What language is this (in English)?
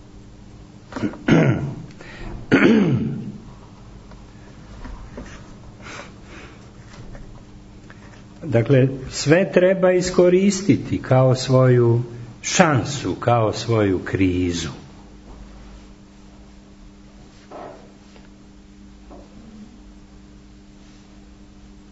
Serbian